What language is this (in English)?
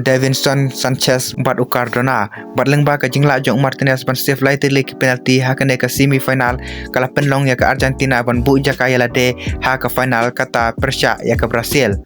Khasi